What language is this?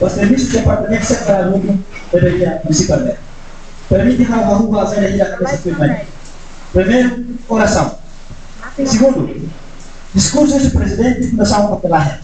Tetum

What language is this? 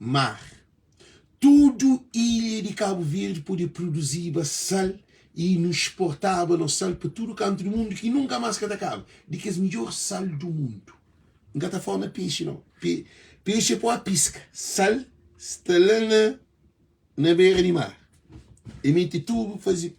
Kabuverdianu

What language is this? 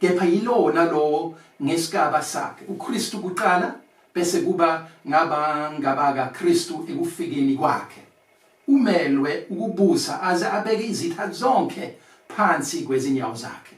Zulu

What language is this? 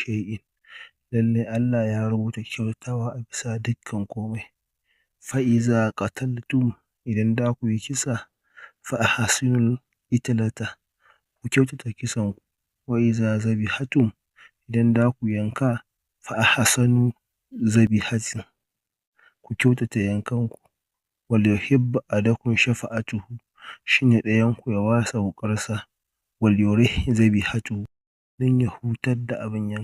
Hausa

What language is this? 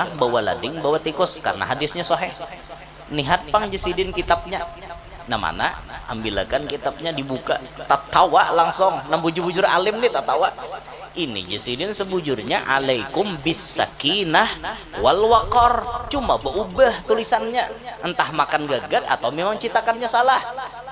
Banjar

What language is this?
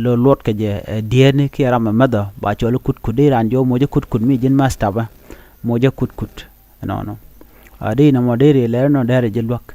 Nuer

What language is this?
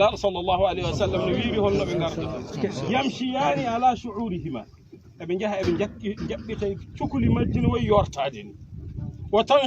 Fula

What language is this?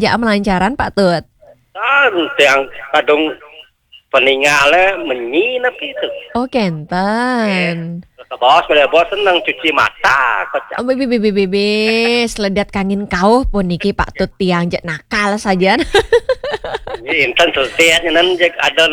Balinese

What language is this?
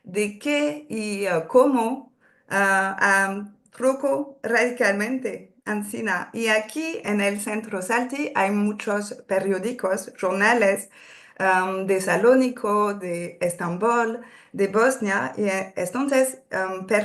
Ladino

